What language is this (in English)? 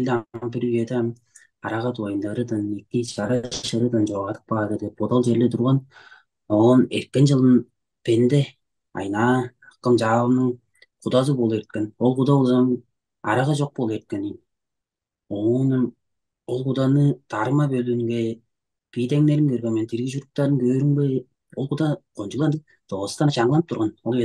Tuvinian